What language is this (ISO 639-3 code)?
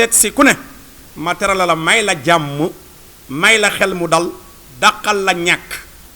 wol